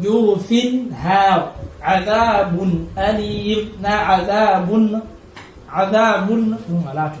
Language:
Fula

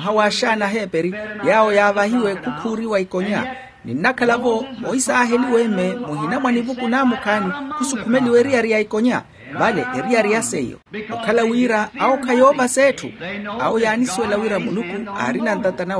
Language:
Makhuwa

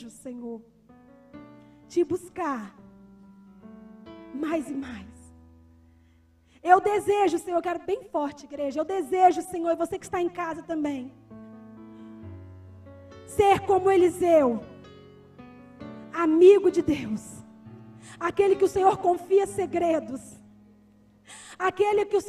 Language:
Portuguese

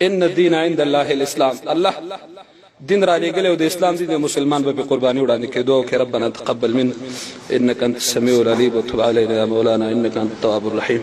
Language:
Pashto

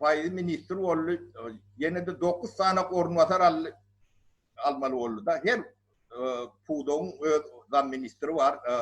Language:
Turkmen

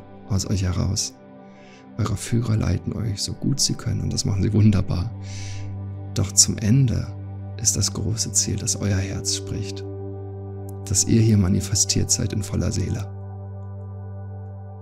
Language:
German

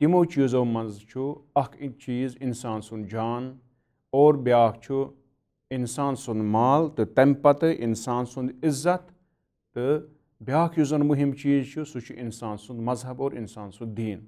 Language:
Kashmiri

